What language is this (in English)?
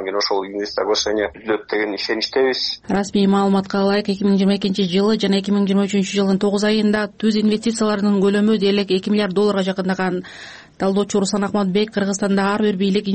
Kyrgyz